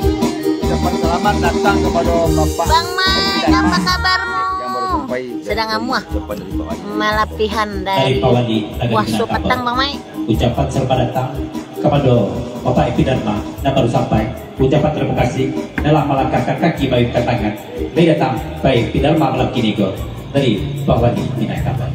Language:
Minangkabau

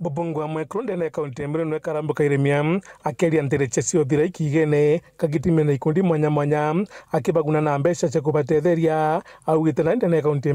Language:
Meru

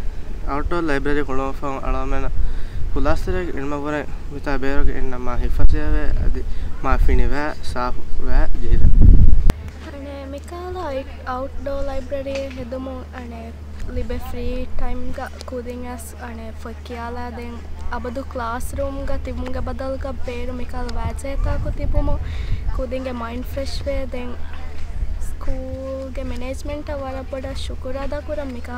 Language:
Divehi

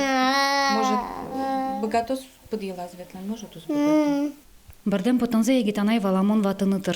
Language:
Udmurt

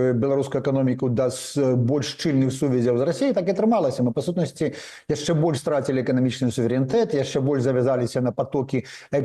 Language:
Belarusian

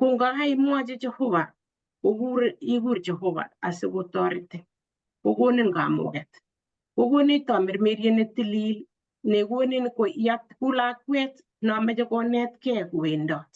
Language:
Kalenjin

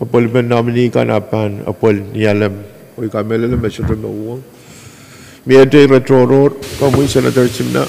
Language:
Pohnpeian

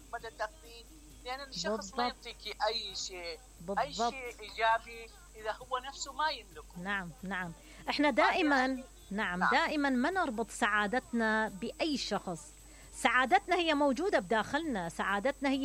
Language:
Mesopotamian Arabic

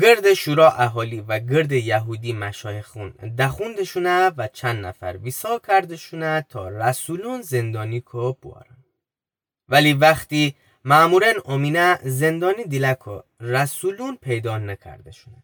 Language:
Gilaki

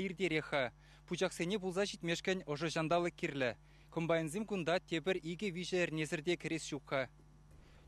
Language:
Chuvash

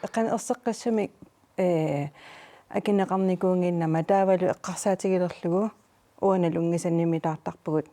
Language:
Kalaallisut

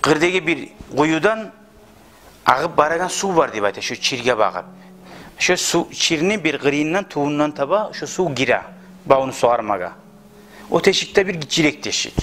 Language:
Kumyk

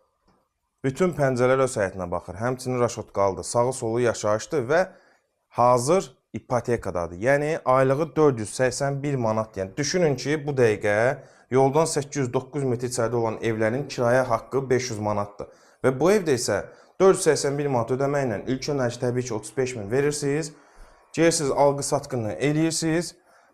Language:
Azerbaijani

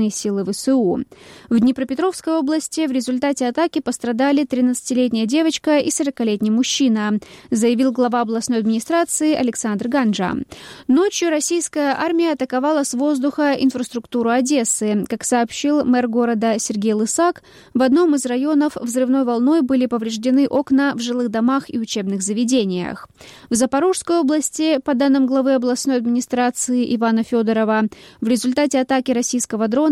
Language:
Russian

